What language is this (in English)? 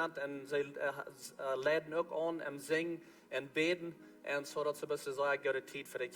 Plautdietsch